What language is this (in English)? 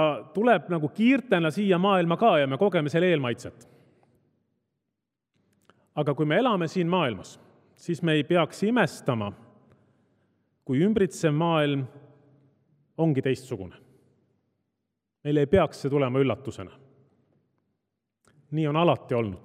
Estonian